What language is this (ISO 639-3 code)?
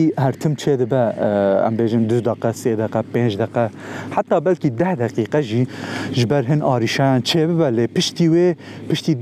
kur